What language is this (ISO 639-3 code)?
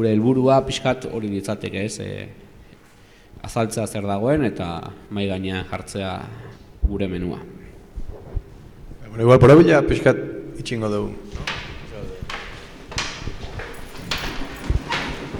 eus